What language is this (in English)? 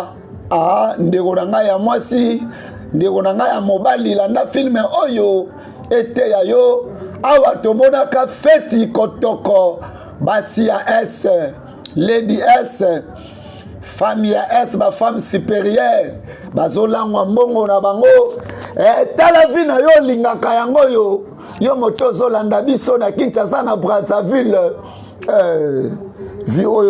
Lingala